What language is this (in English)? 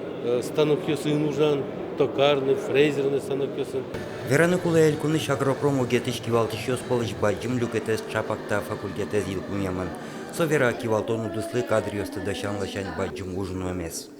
Udmurt